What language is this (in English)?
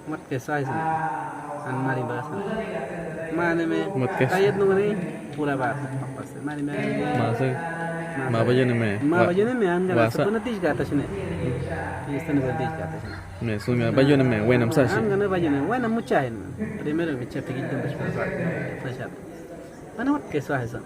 Awa-Cuaiquer